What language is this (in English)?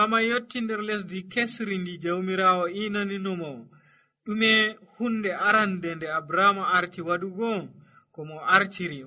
Nigerian Fulfulde